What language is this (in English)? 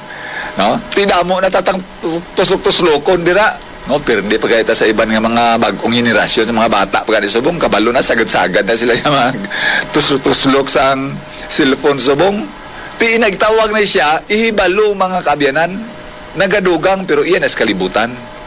Hiligaynon